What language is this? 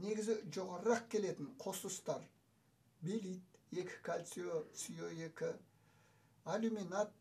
Kazakh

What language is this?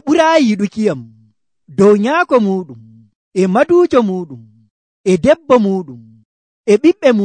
Nigerian Fulfulde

